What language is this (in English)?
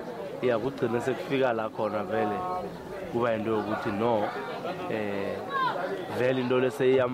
South Ndebele